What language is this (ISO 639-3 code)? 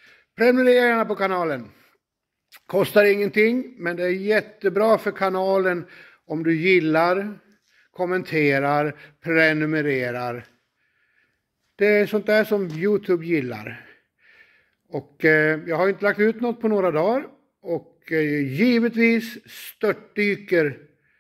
swe